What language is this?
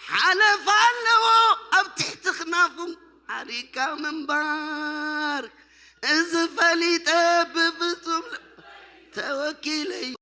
Tigrinya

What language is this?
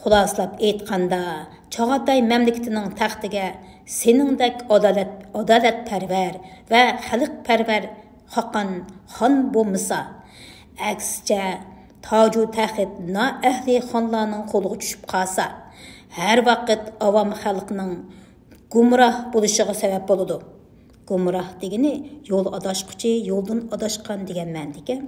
Uyghur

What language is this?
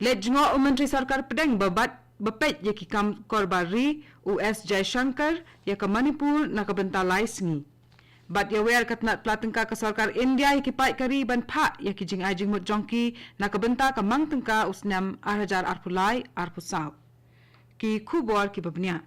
Khasi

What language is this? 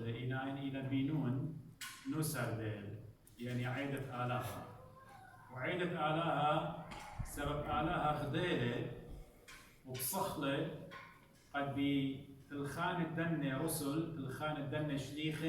Assyrian Neo-Aramaic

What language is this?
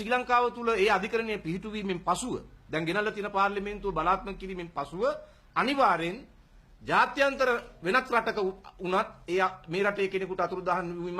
Sinhala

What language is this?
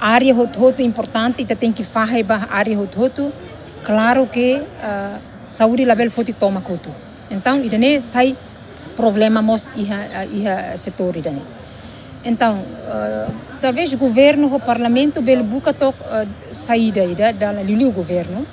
Tetum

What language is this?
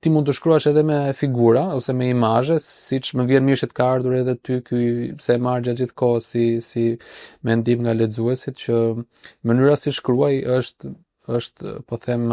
Albanian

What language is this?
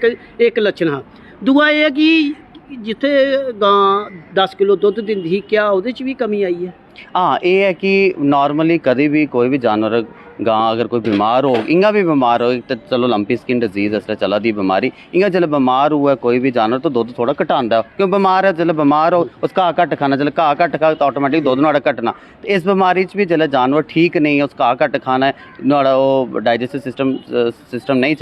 Dogri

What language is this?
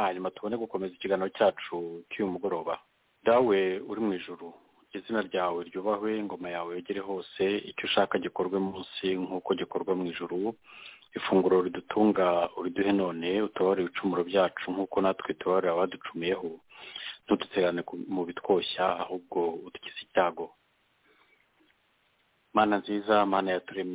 Kinyarwanda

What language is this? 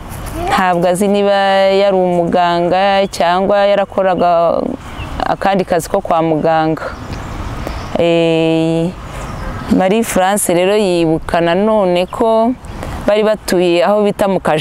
Kinyarwanda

